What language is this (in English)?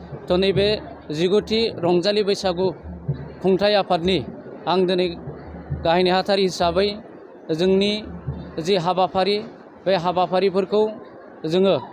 Bodo